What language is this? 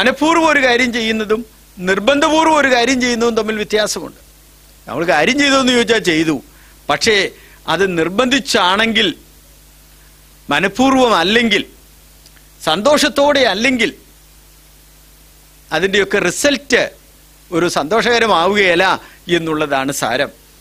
Malayalam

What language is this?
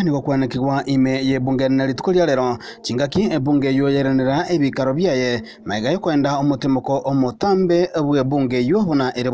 Gusii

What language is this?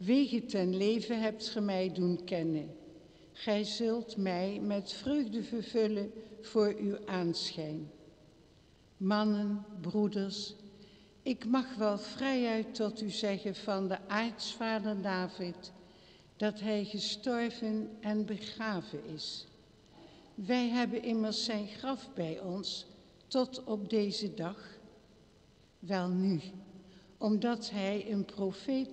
Dutch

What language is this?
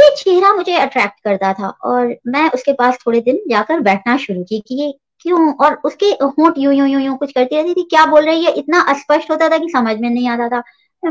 Hindi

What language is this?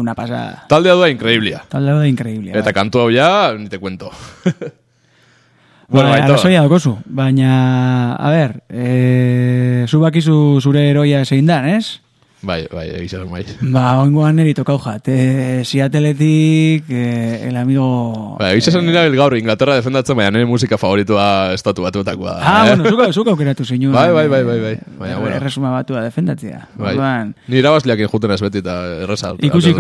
Basque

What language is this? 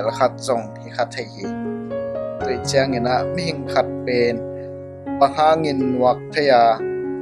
Tedim Chin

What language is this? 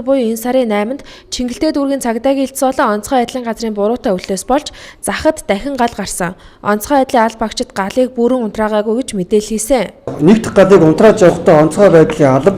Mongolian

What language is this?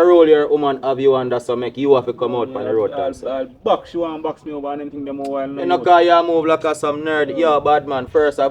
Jamaican Creole English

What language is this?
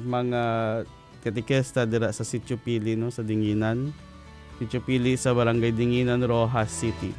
Hiligaynon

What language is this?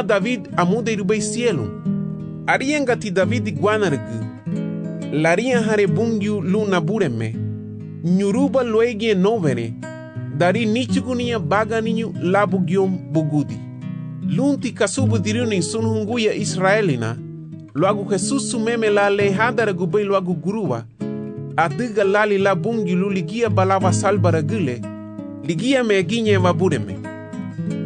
Garifuna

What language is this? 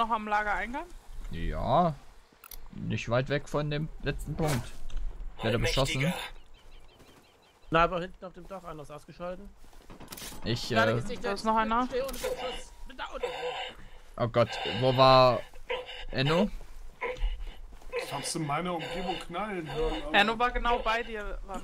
German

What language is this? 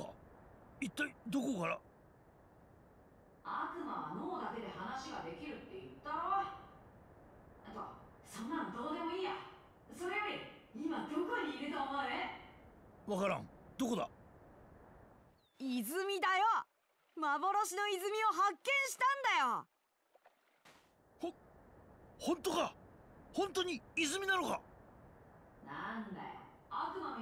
Japanese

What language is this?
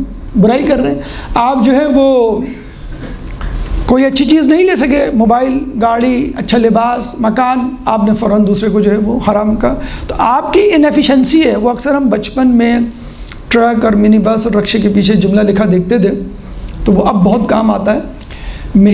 Urdu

